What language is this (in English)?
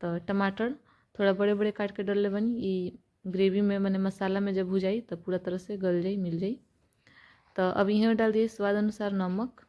Bhojpuri